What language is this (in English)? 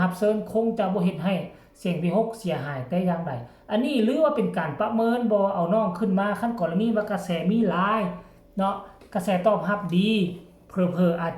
Northeastern Thai